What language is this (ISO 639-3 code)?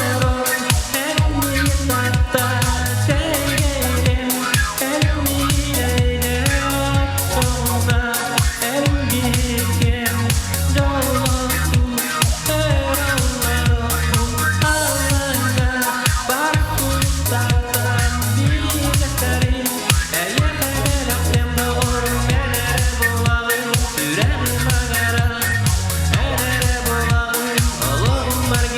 sah